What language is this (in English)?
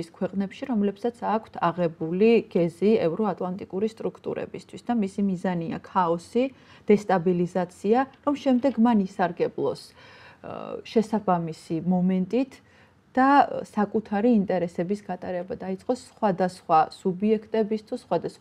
Georgian